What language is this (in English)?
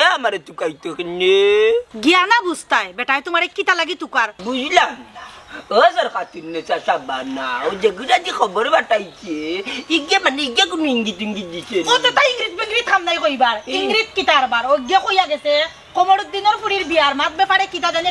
Sylheti